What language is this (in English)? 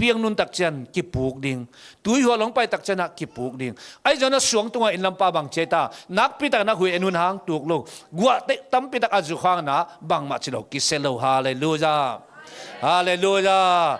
Tedim Chin